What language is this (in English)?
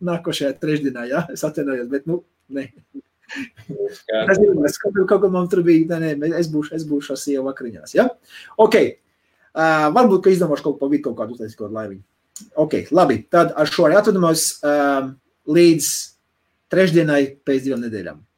Latvian